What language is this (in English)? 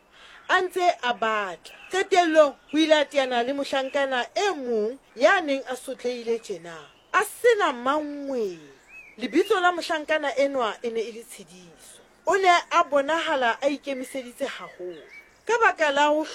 Southern Sotho